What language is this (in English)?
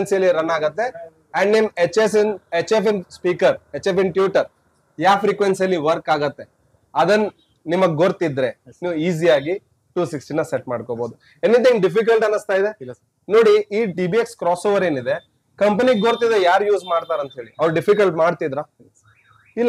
Kannada